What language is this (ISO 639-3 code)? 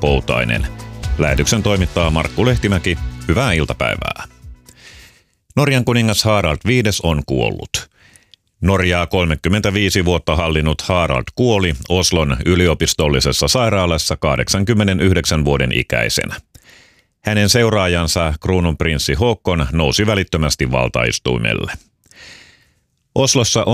fin